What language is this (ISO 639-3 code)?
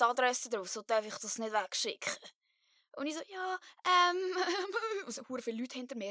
gsw